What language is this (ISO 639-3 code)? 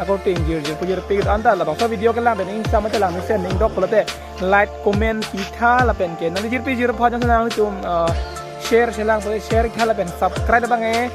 mjw